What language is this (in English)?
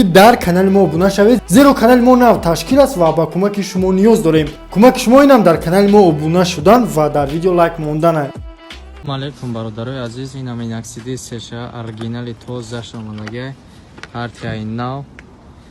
Tajik